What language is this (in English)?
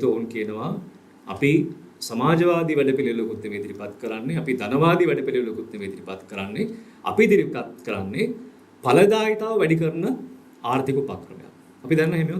Sinhala